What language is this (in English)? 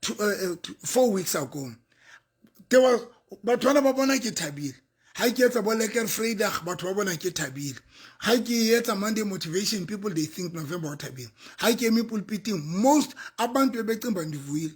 Southern Sotho